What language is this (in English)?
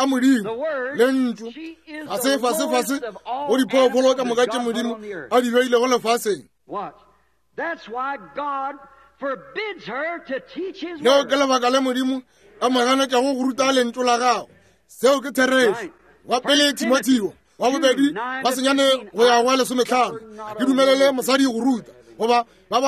Northern Sotho